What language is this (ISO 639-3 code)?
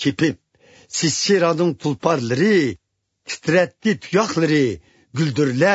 uig